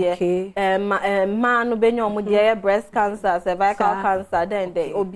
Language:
Akan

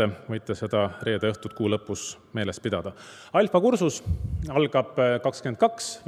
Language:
Estonian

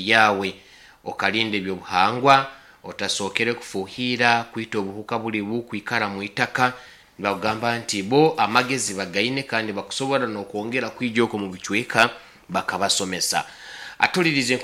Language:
Nyoro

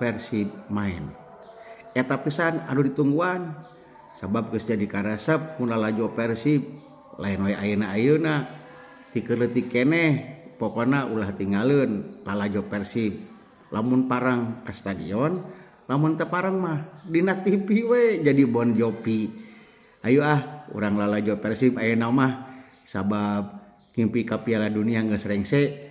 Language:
Sundanese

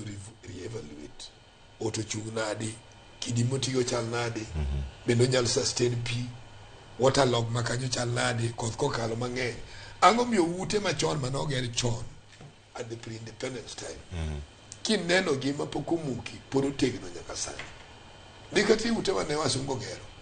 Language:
Luo (Kenya and Tanzania)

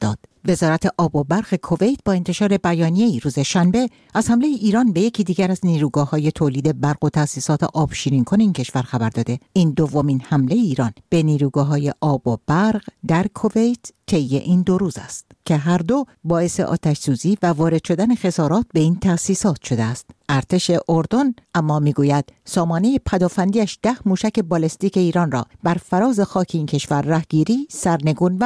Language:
Persian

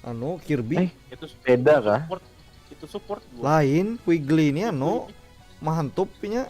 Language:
Banjar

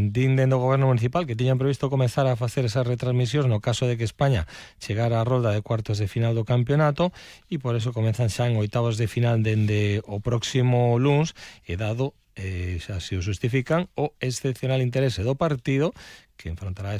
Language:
Galician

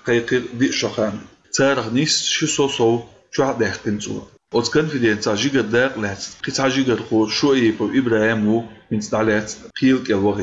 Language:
Chechen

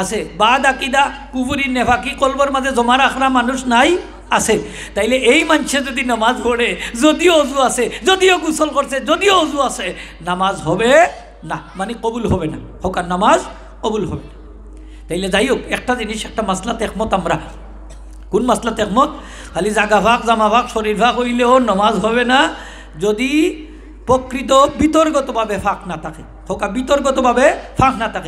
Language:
Sylheti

